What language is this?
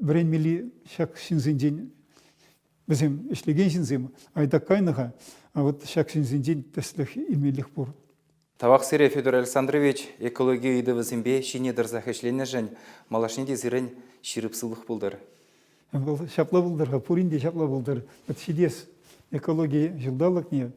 Chuvash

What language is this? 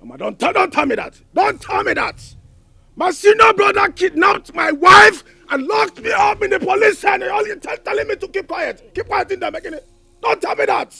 Nigerian Pidgin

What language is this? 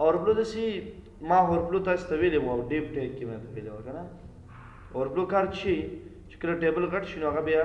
Pashto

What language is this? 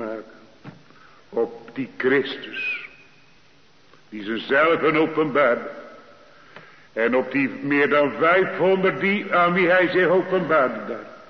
Dutch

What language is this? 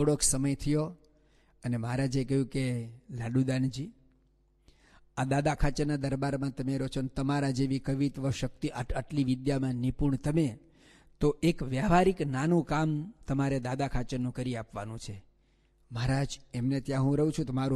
Gujarati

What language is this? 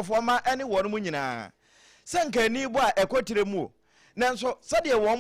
Akan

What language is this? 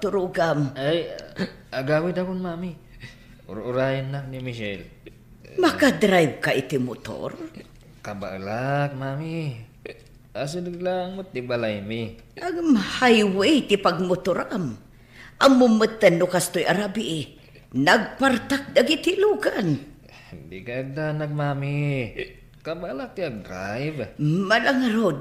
Iloko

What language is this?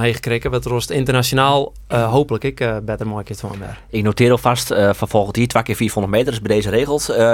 Western Frisian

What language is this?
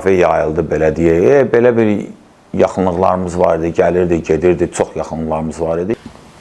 Azerbaijani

